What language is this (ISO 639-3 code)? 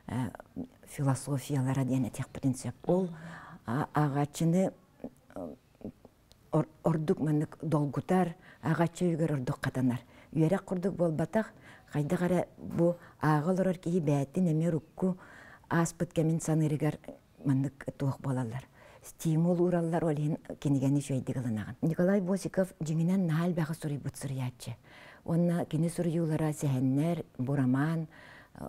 sah